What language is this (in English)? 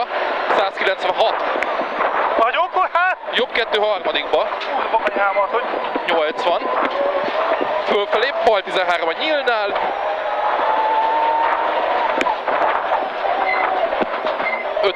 Hungarian